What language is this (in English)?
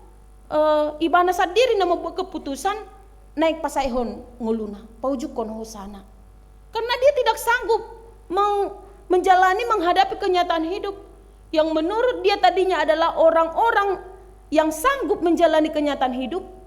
Batak Toba